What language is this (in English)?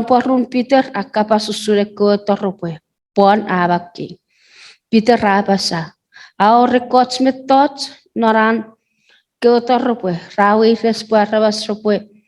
Chuukese